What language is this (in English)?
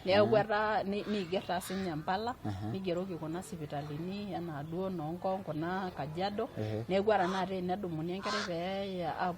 Masai